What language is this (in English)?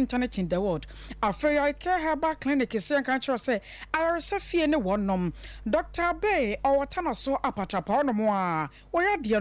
Akan